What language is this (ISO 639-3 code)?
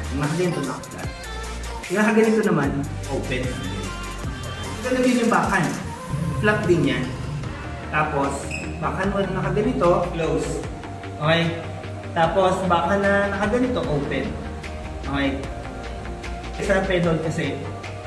fil